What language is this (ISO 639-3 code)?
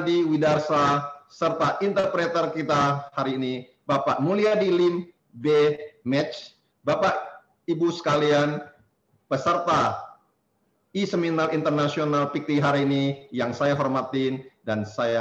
ind